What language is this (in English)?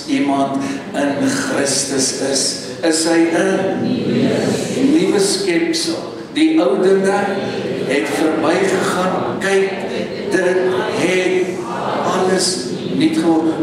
Afrikaans